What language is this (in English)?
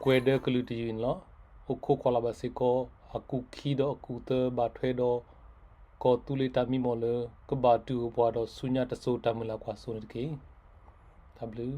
S'gaw Karen